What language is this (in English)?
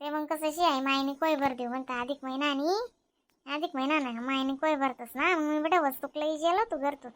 Khandesi